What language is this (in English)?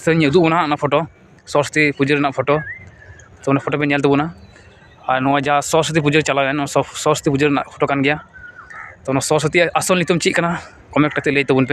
Santali